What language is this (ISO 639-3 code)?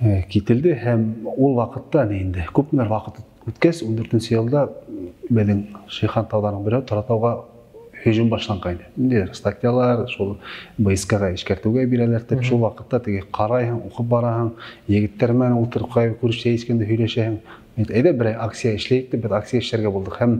bak